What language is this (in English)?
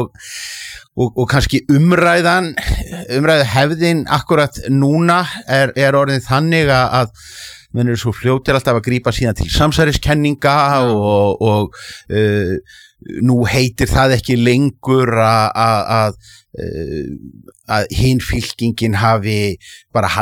Icelandic